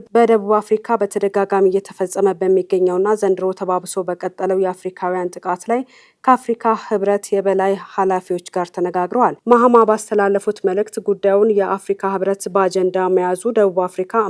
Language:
Amharic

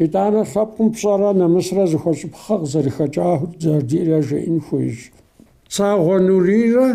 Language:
Kabardian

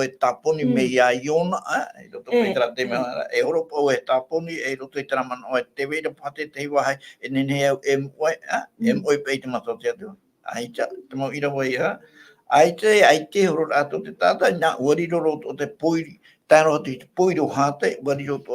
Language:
Tahitian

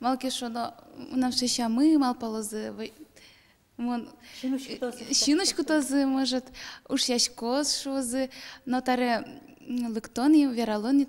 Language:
Udmurt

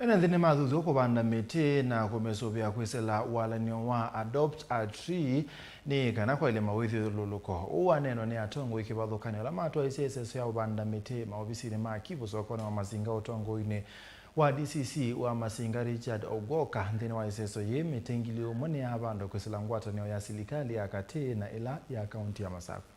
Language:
Kamba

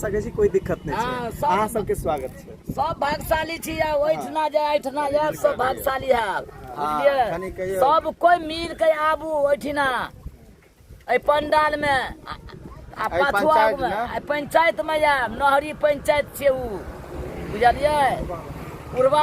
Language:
Maithili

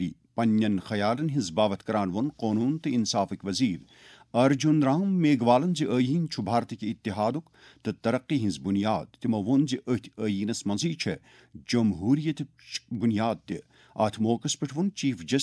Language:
Kashmiri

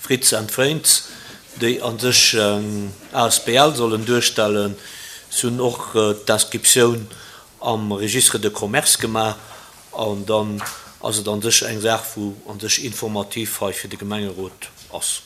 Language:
Luxembourgish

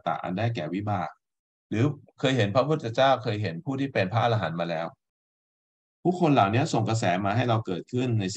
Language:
Thai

